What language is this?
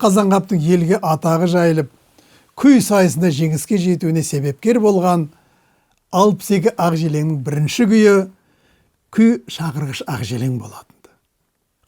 Kazakh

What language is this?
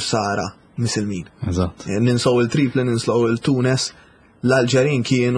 Maltese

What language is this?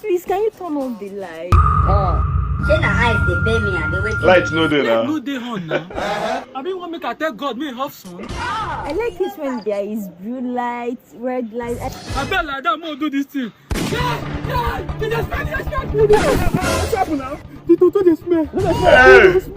Nigerian Pidgin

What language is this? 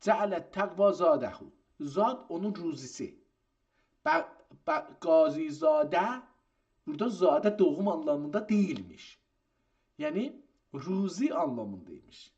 South Azerbaijani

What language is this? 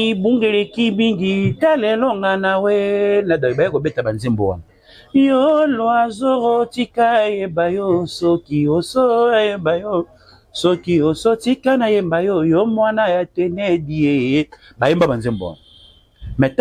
Lingala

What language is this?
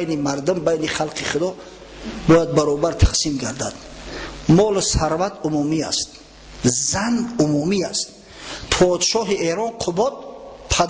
Tajik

